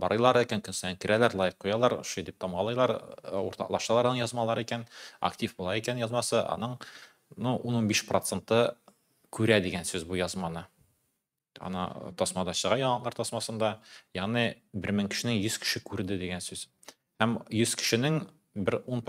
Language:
Tatar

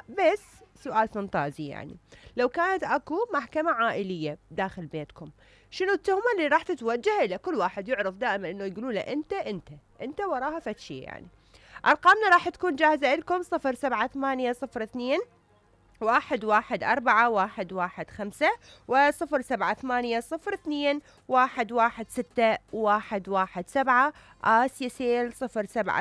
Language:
Mesopotamian Arabic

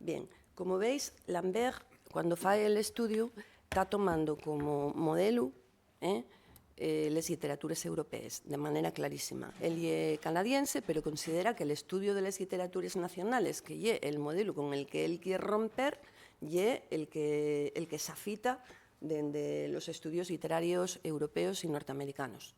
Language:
Asturian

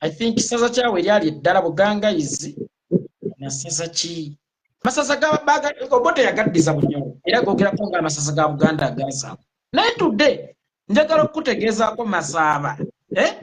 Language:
Ganda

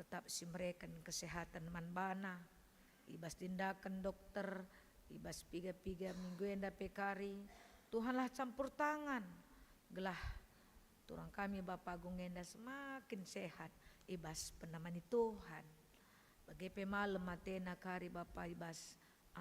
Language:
Batak Karo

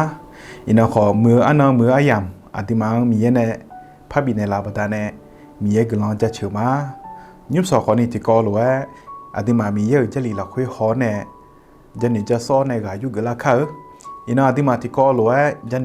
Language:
Akha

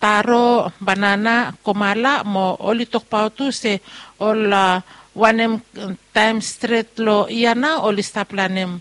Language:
Bislama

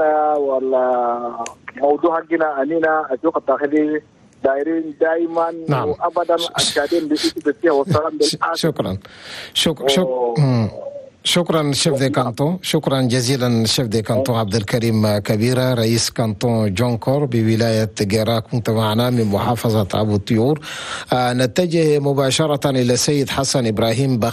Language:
Chadian Arabic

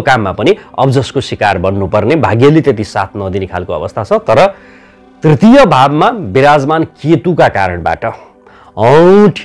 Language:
Nepali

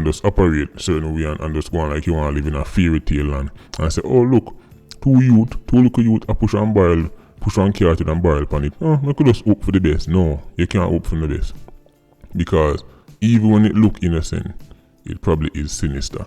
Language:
Jamaican Creole English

